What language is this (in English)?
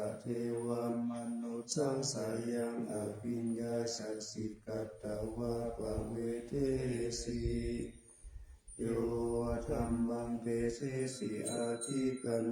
Pali